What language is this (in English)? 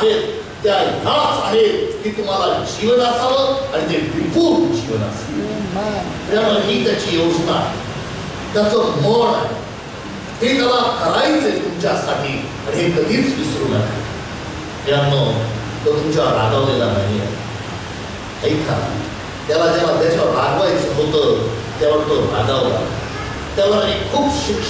Marathi